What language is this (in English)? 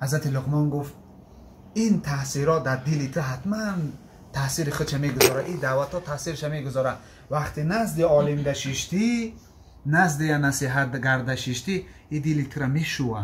Tajik